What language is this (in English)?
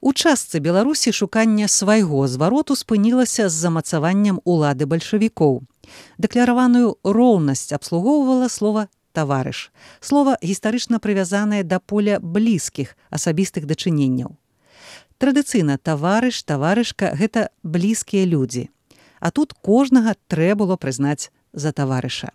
Belarusian